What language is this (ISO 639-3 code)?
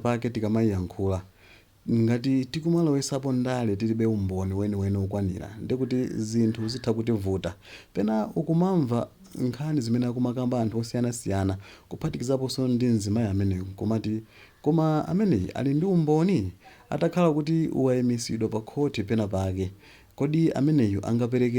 nya